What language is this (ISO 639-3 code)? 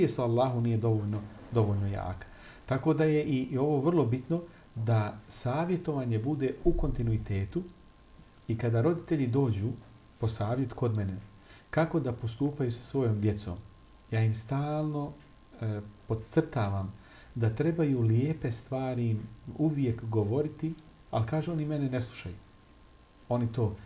bos